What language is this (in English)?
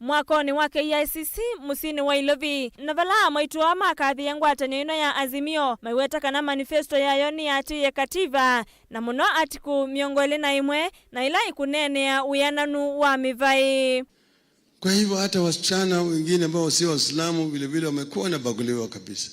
Kamba